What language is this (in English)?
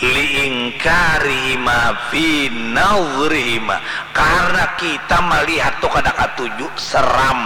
Banjar